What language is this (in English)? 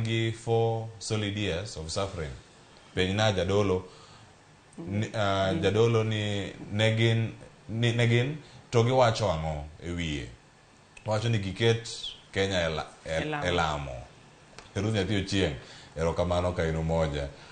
Luo (Kenya and Tanzania)